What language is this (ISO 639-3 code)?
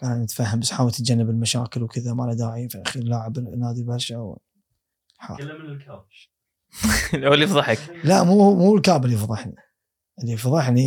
afb